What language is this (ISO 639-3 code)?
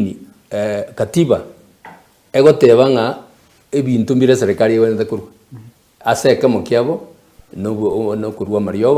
guz